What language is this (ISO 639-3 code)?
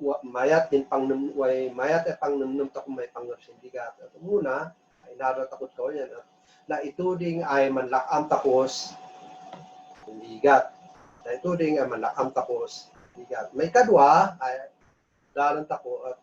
kne